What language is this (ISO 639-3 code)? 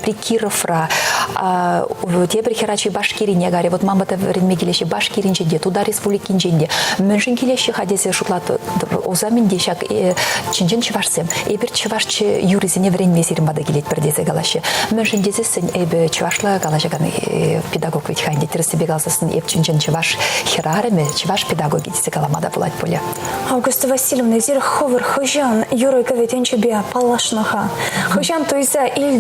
chv